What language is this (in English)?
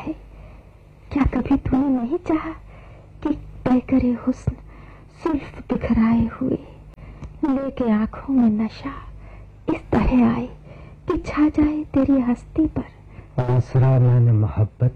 Urdu